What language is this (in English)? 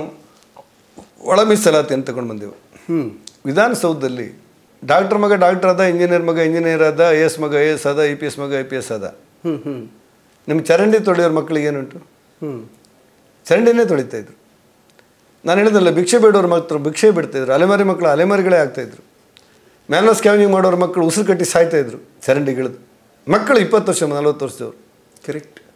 Kannada